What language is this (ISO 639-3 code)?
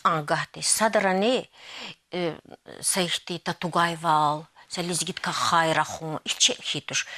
lez